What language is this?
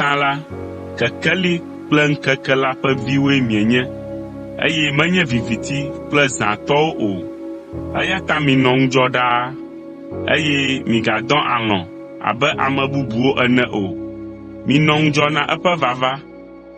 Ewe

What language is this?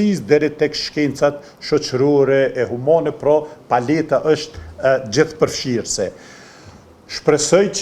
Albanian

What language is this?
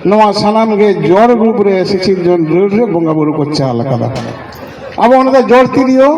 Santali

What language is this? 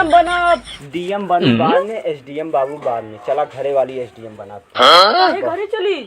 Awadhi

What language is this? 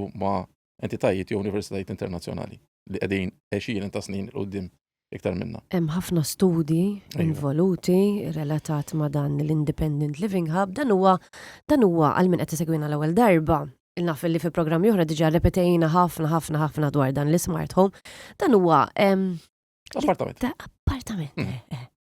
Maltese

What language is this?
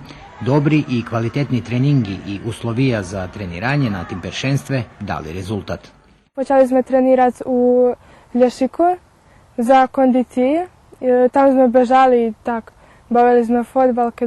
Rusyn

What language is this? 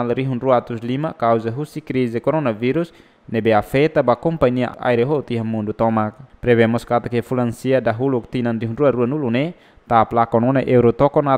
Tetum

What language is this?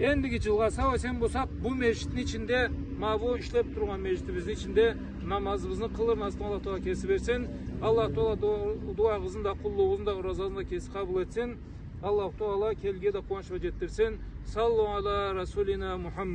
Karachay-Balkar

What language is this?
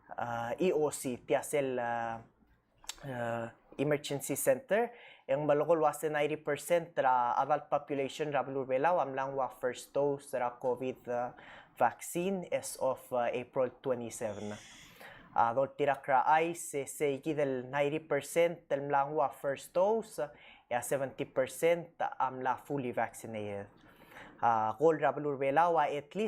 Palauan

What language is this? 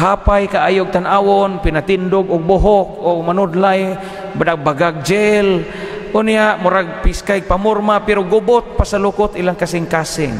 Cebuano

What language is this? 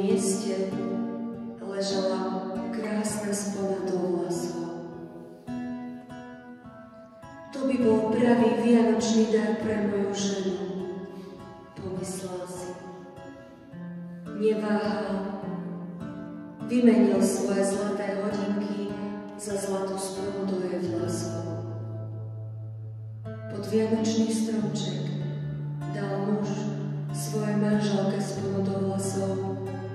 Slovak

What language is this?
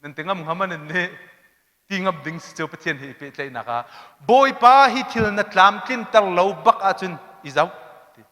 Hakha Chin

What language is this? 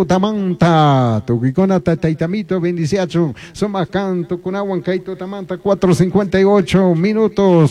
Chimborazo Highland Quichua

